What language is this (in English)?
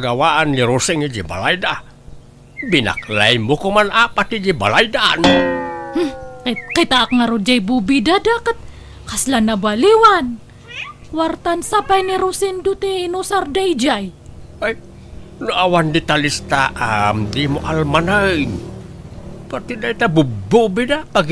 Iloko